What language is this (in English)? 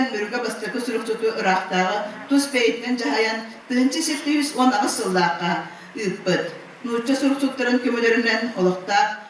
Yakut